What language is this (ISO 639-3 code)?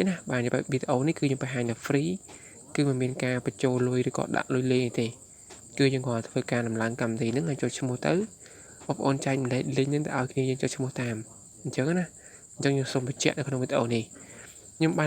khm